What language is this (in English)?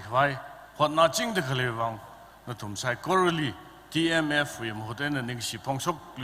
Tangkhul Naga (India)